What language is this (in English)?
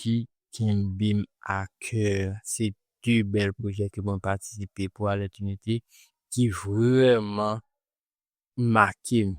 Haitian Creole